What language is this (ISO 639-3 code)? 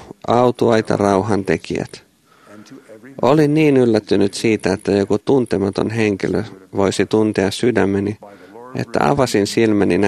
fin